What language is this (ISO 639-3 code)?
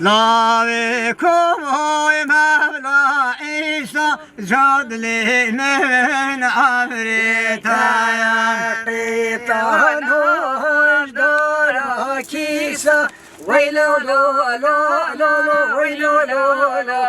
kur